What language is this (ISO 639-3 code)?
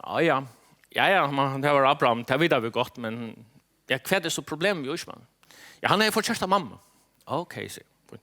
fao